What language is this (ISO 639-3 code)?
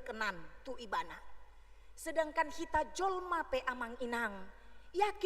bbc